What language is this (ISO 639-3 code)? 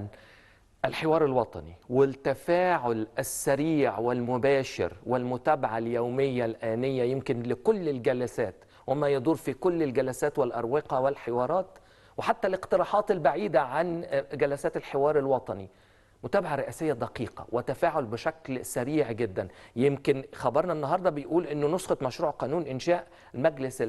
arz